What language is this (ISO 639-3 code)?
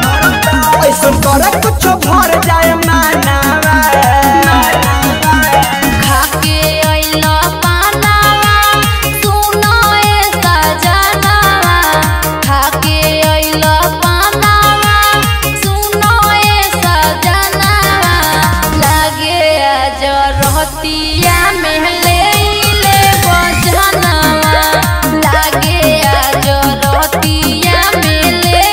bho